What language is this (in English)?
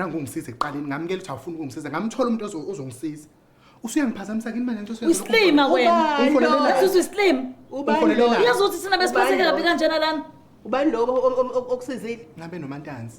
Zulu